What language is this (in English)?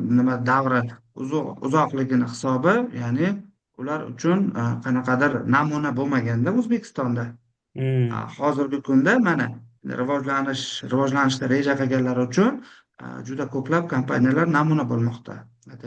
Uzbek